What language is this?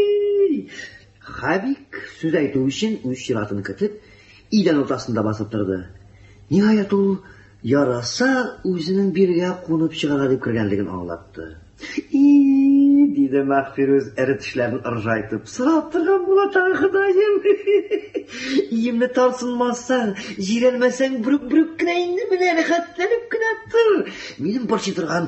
Tatar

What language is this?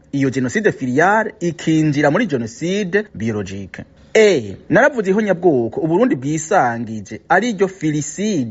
Rundi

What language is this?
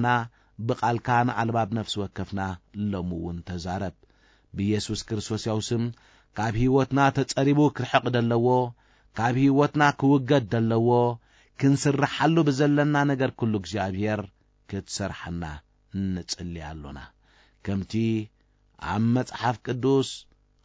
Tigrinya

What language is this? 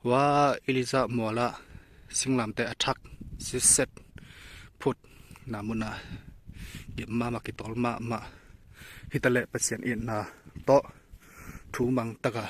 Tedim Chin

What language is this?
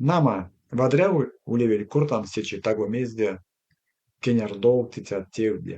Erzya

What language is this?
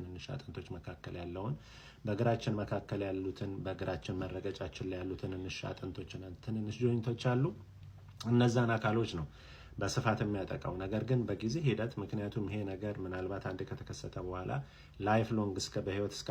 Amharic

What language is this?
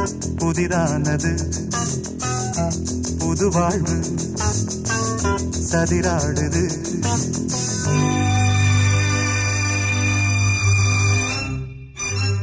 Tamil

